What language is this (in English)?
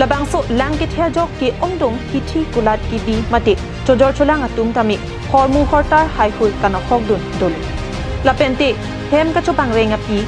Karbi